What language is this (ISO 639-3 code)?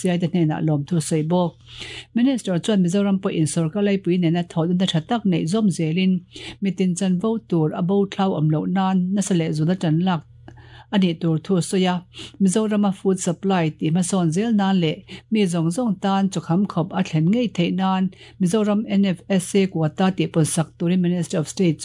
lus